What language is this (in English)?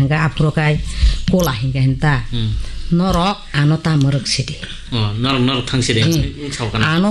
Kok Borok